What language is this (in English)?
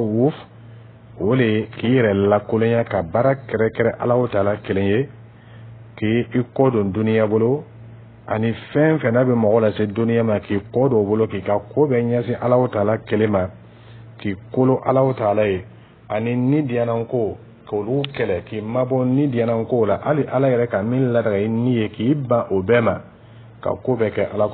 Dyula